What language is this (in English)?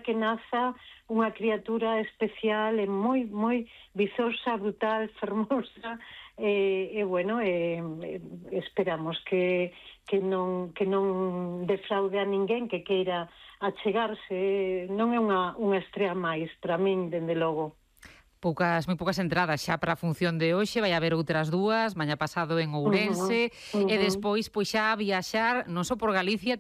Galician